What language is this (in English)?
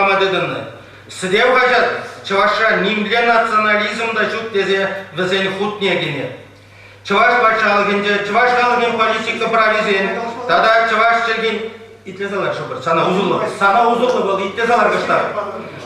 Chuvash